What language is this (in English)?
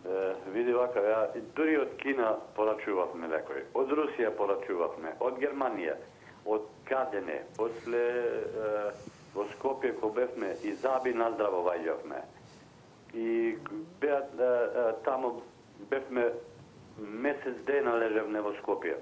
Macedonian